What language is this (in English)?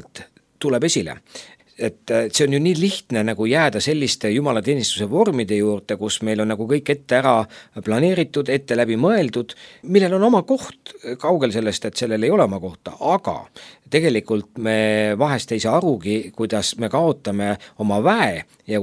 Estonian